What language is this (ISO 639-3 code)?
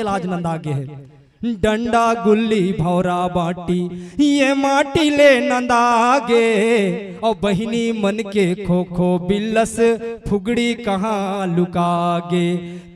hne